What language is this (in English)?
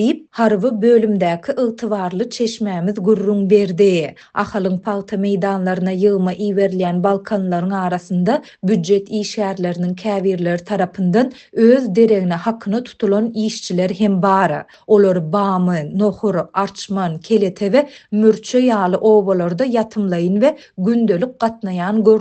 Turkmen